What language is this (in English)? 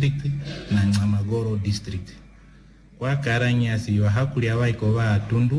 Swahili